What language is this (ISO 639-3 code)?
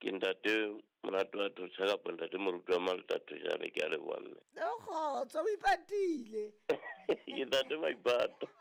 sot